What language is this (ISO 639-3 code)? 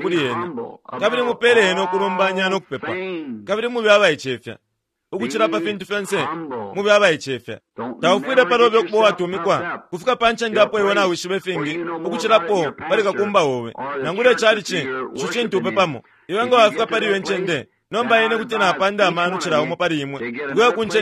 bem